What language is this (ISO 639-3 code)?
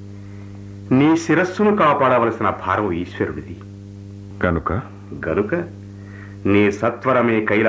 tel